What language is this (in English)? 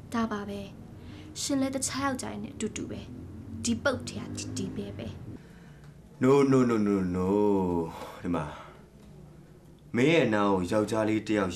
Burmese